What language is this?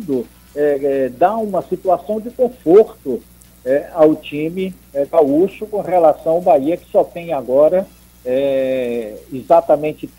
Portuguese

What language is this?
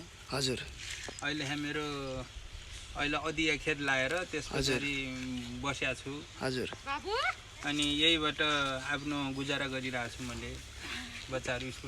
Nepali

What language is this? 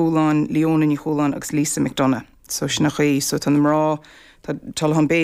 Irish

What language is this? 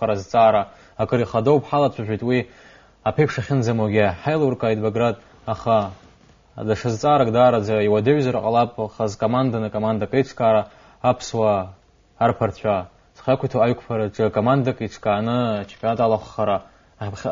Abkhazian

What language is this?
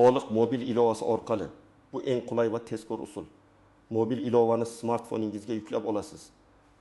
Uzbek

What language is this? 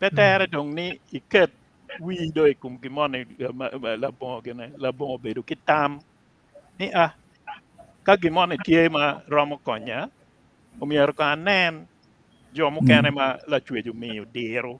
Acoli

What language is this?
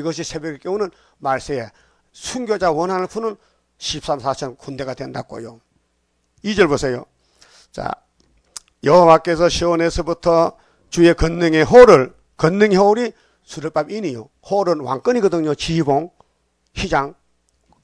Korean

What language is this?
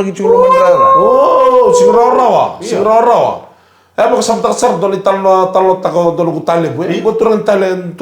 Fijian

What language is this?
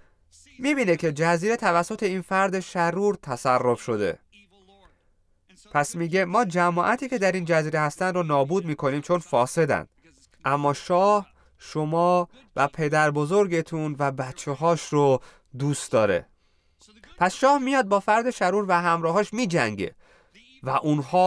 Persian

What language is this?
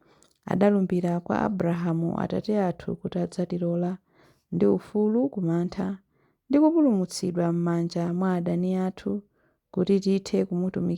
Nyanja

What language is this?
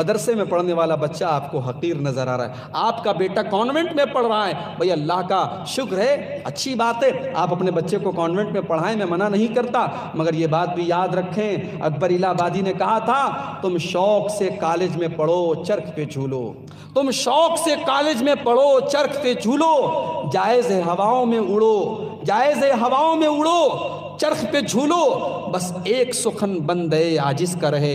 Urdu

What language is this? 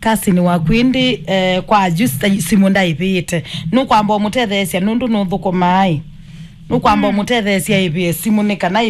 Kamba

